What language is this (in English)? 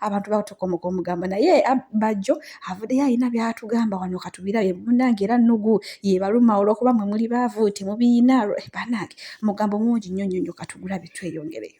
Ganda